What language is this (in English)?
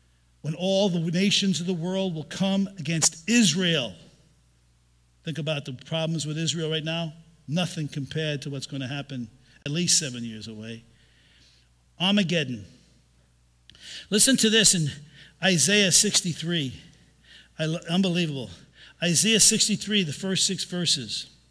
English